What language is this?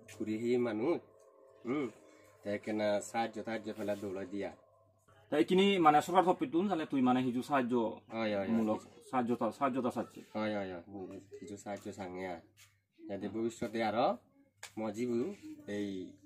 Chakma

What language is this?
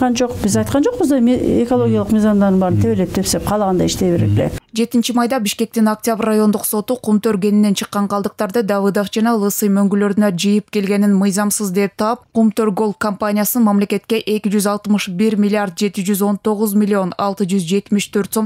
Kyrgyz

